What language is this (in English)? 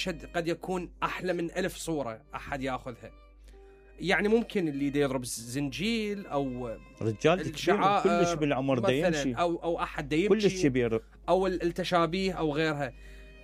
Mesopotamian Arabic